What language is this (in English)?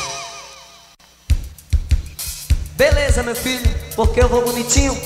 Portuguese